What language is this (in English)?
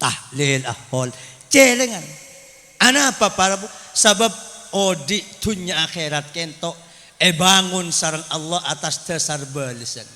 Madurese